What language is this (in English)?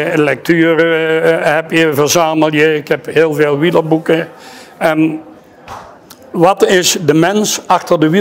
Dutch